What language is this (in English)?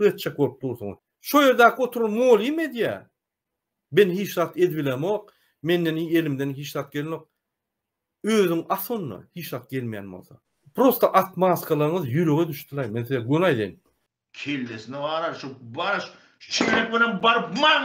Turkmen